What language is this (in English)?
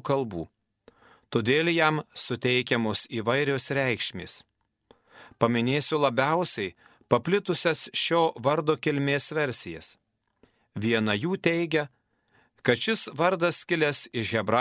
Lithuanian